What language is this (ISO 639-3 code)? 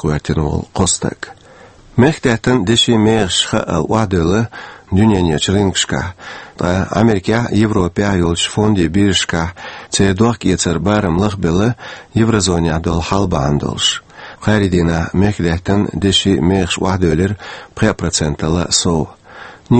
che